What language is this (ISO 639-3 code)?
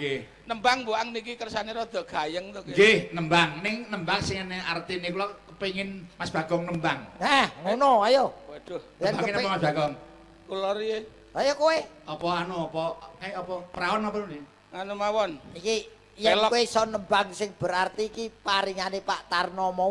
jav